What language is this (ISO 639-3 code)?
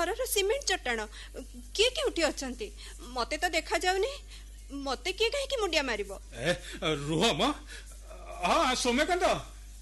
ori